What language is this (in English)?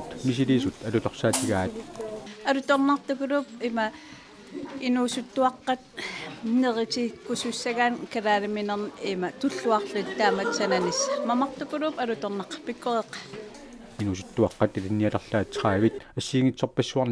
Kalaallisut